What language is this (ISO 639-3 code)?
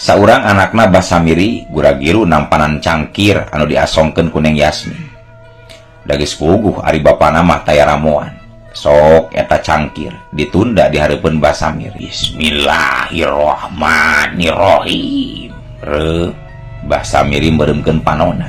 sun